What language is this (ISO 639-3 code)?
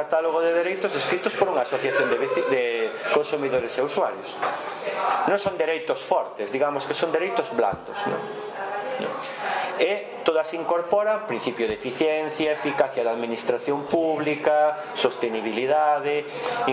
glg